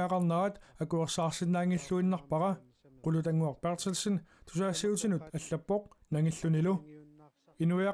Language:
Kalaallisut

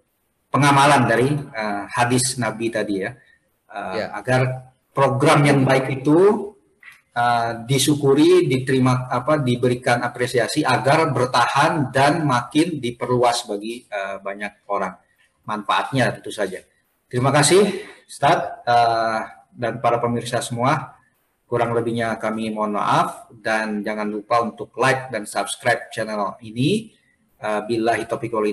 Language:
Indonesian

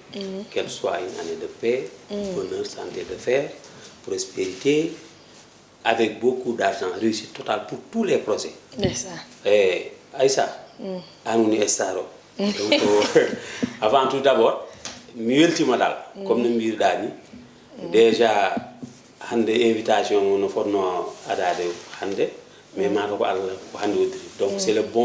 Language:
Fula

